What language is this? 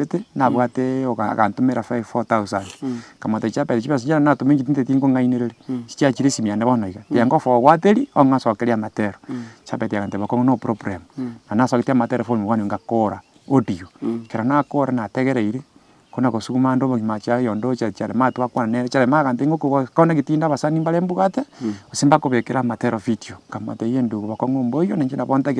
Gusii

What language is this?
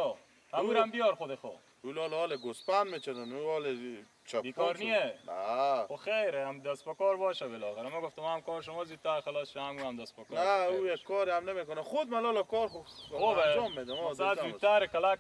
Persian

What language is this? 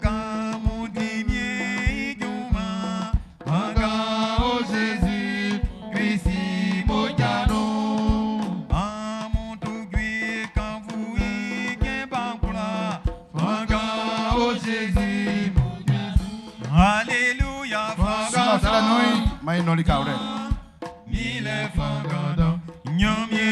Baoulé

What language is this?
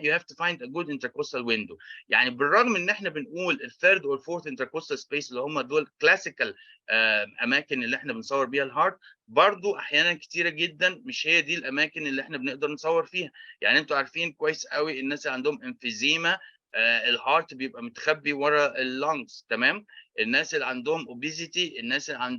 Egyptian Arabic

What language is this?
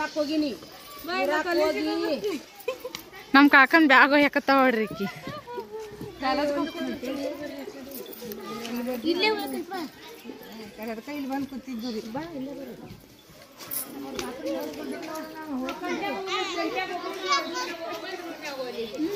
Kannada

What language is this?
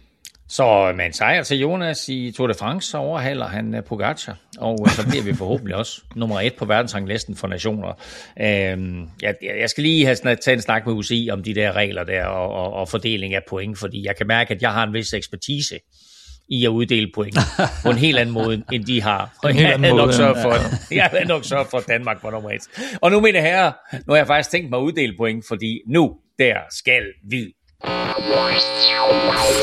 Danish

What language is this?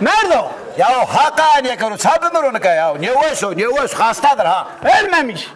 Zaza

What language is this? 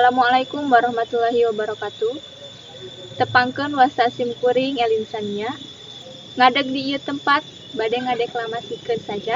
Sundanese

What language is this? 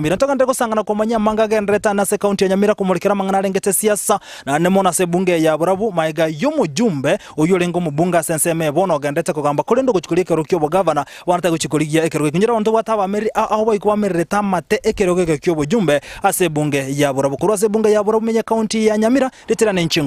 Gusii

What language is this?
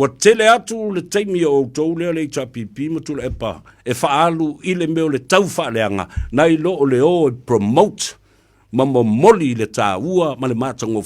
Samoan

